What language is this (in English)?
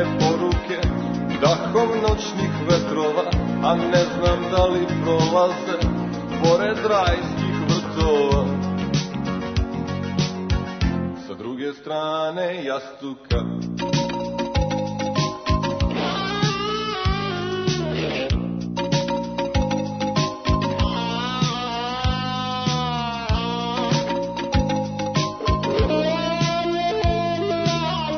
Serbian